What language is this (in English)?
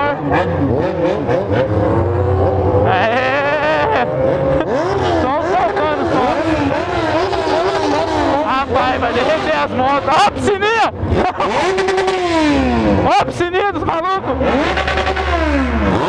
Portuguese